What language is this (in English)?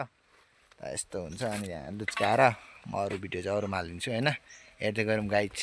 Nepali